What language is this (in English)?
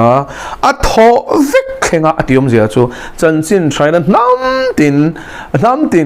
Mizo